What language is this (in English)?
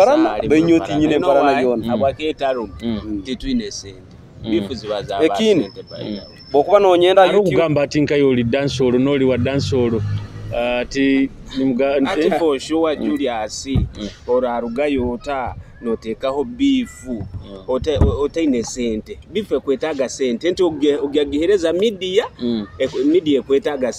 Nyoro